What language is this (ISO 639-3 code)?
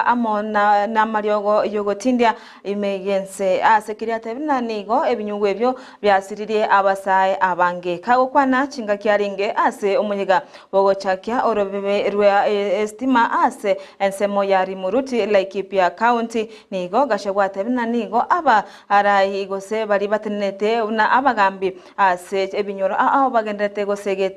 guz